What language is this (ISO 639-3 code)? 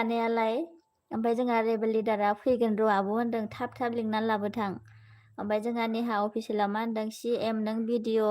brx